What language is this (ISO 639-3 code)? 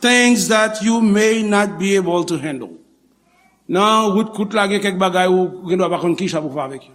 hat